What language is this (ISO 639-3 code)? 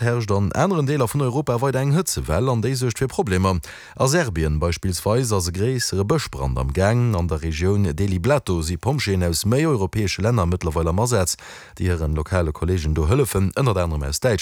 ltz